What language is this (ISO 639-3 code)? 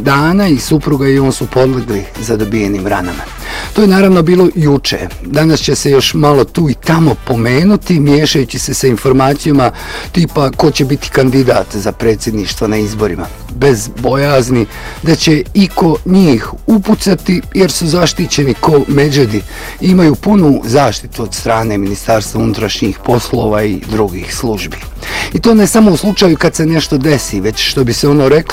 bos